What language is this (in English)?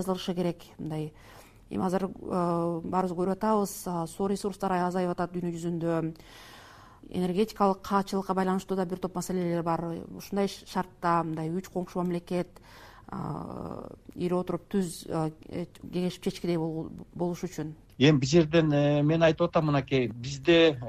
Kyrgyz